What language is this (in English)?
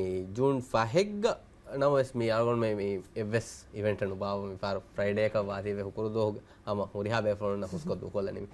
Divehi